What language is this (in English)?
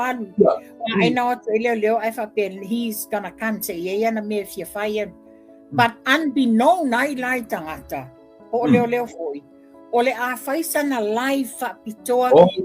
Samoan